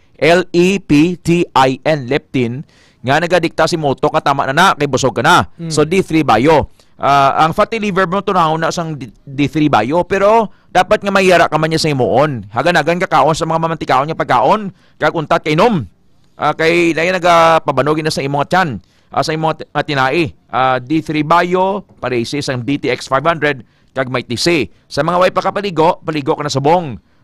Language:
Hiligaynon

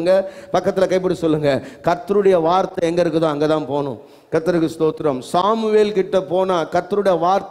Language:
Tamil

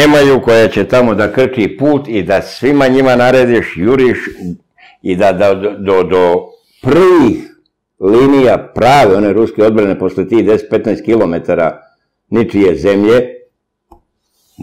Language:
Serbian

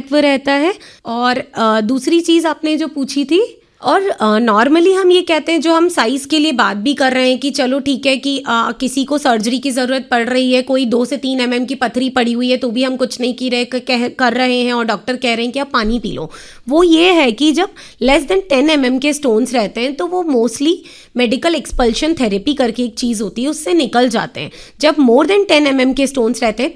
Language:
Hindi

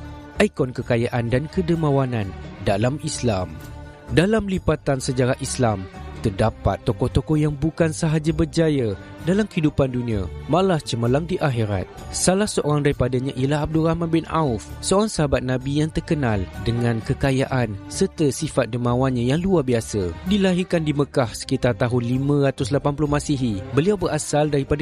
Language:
Malay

